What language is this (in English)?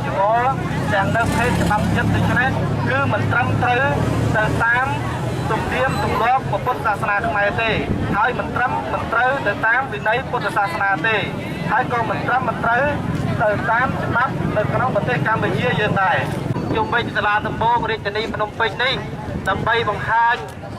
Khmer